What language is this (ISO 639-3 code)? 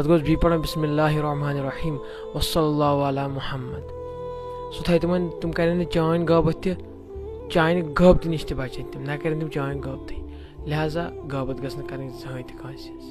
kas